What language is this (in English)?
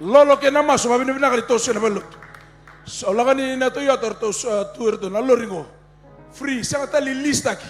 Fijian